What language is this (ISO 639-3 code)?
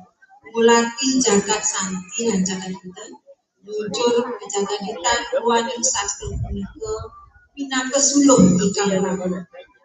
ban